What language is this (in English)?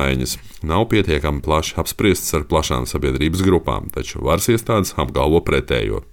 Latvian